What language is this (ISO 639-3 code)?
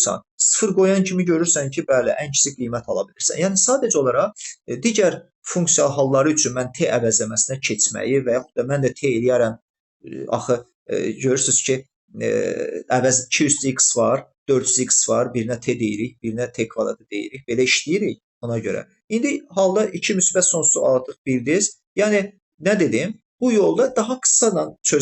aze